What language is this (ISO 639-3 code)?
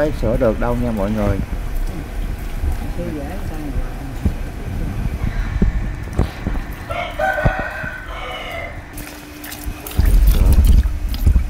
vie